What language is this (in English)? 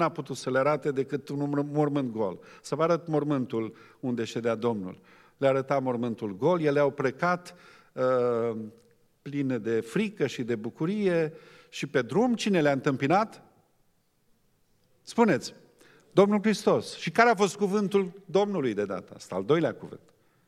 Romanian